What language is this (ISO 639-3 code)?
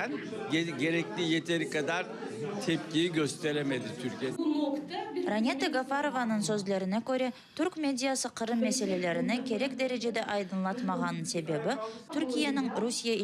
crh